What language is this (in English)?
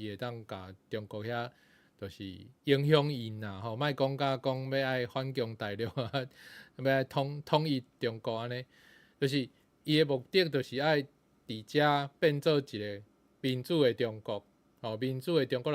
Min Nan Chinese